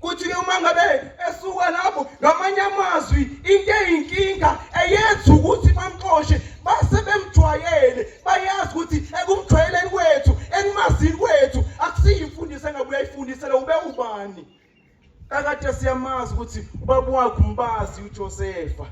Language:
Zulu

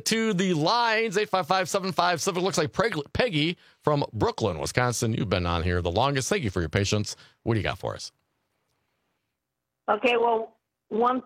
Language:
English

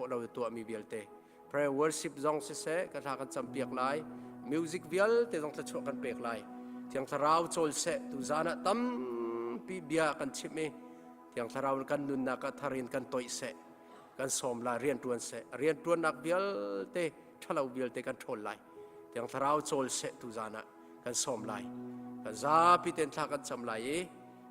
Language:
Hakha Chin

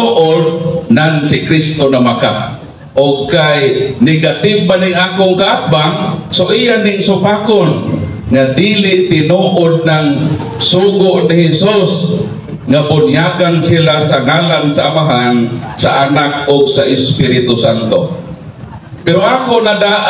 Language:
Cebuano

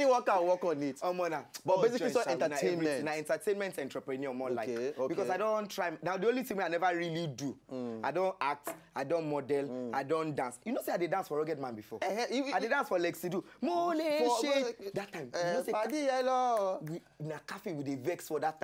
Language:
Nigerian Pidgin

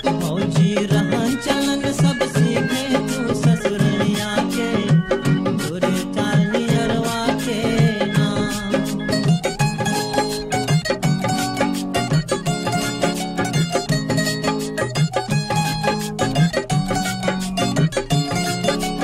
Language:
Bhojpuri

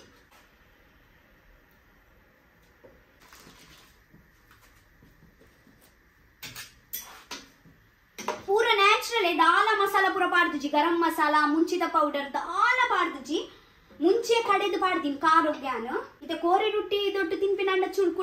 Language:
Tulu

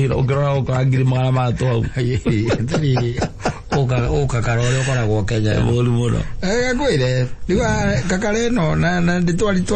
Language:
Kikuyu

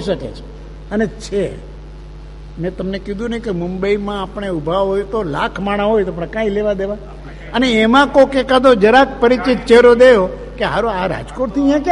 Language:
Gujarati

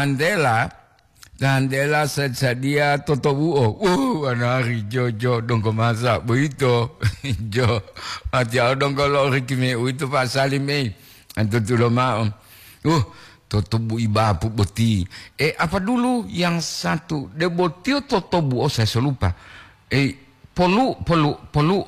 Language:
Gorontalo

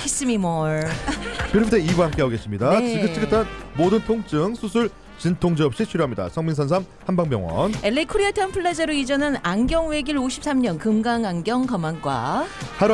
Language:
Korean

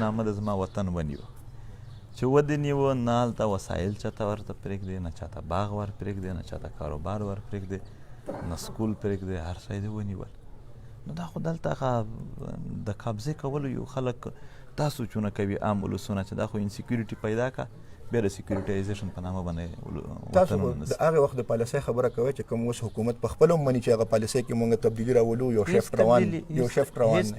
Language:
Pashto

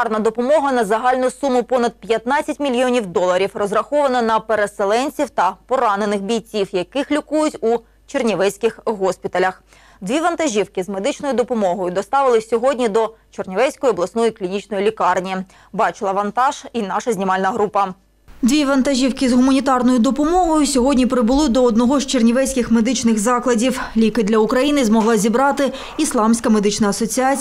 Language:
Ukrainian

